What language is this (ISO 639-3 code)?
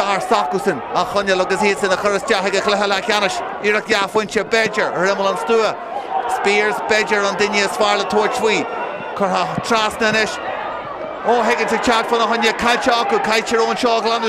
gle